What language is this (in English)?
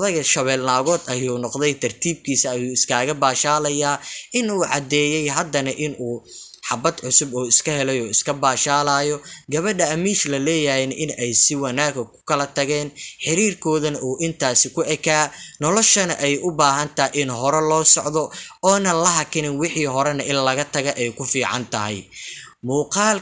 Somali